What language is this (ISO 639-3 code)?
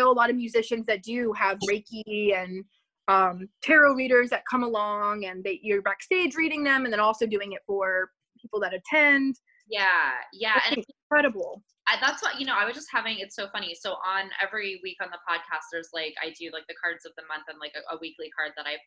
eng